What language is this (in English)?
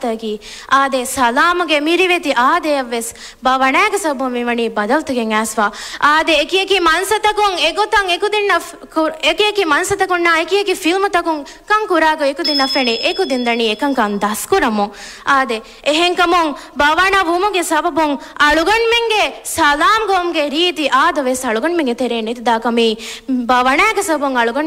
Divehi